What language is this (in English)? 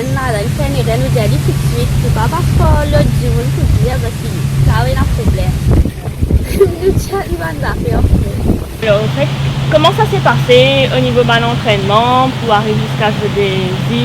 Morisyen